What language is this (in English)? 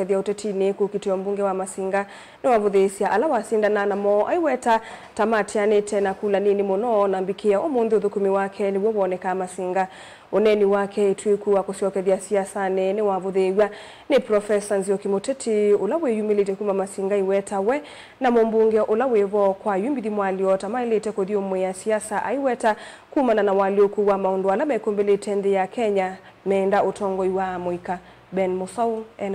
Kamba